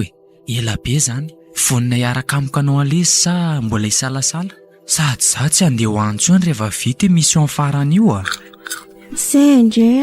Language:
Malagasy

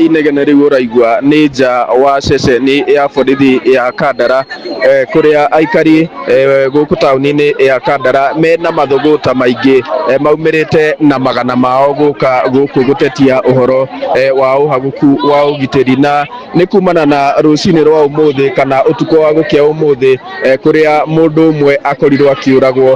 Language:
Kikuyu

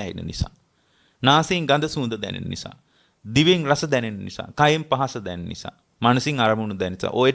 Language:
Sinhala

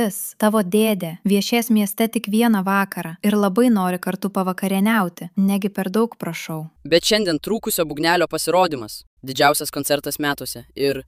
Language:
Lithuanian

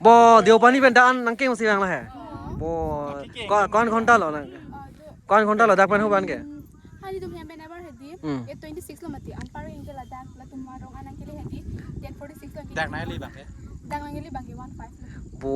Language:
Karbi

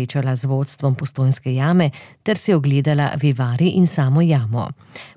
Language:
Slovenian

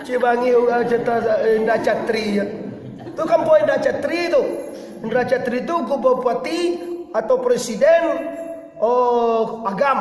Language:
Minangkabau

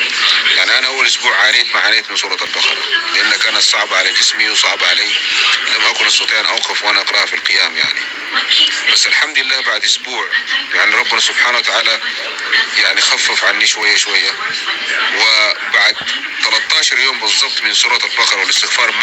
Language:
North Levantine Arabic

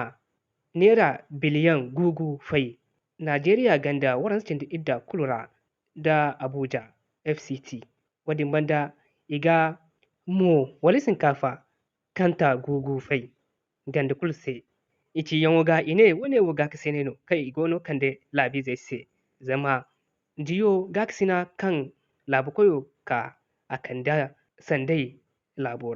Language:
Zarma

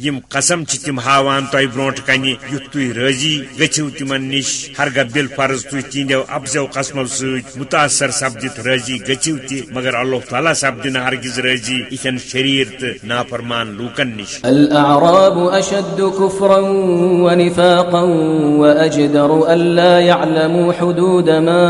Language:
Kashmiri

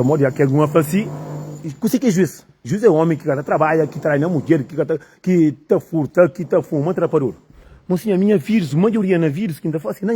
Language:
Kabuverdianu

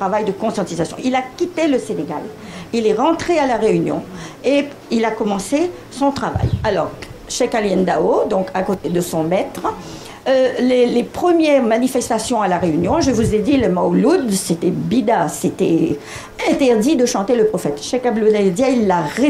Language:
French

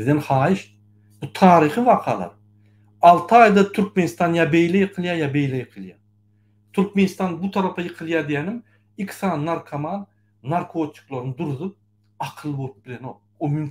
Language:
Turkmen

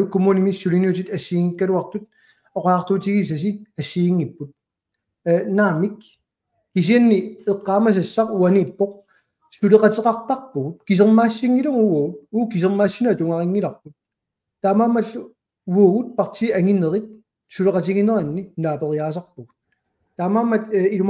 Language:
Kalaallisut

